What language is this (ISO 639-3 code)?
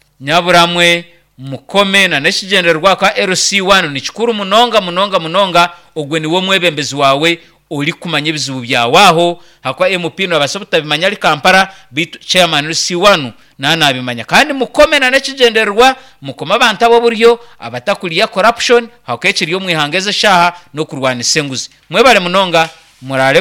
nyn